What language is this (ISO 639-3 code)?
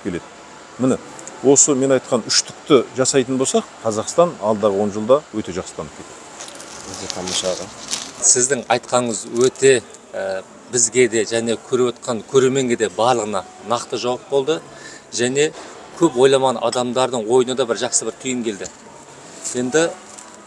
kaz